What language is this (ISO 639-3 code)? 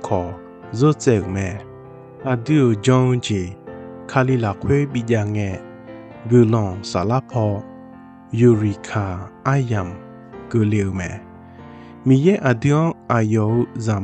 ahk